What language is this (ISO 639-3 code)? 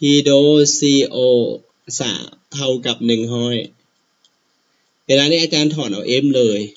lao